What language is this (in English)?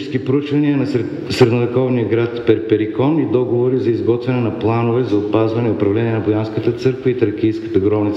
Bulgarian